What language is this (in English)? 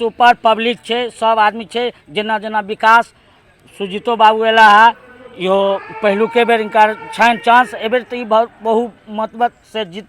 Maithili